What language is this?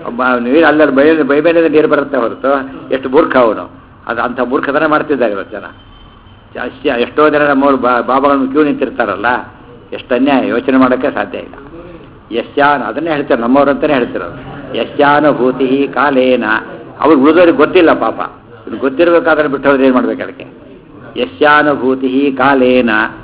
Kannada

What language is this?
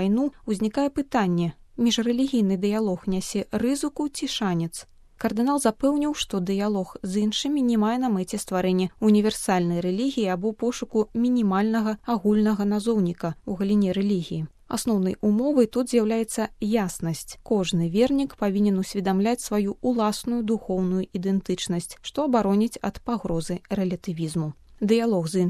Belarusian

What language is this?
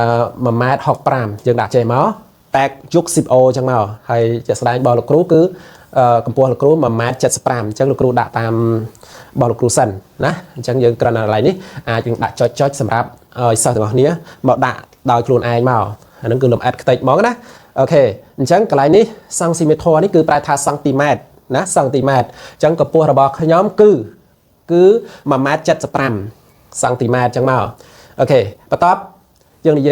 Khmer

